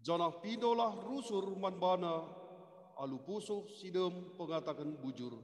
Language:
Batak Karo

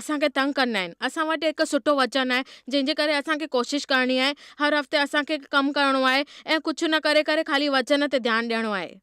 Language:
Sindhi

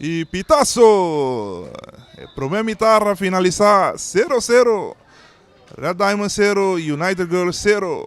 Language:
Papiamento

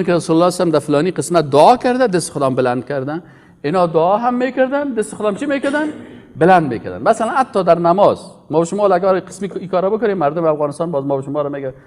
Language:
Persian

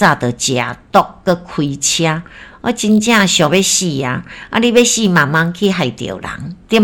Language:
Min Nan Chinese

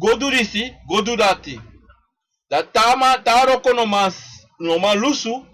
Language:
Sranan Tongo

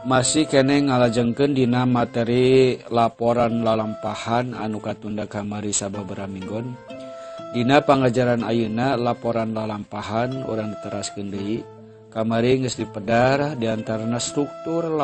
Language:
Sundanese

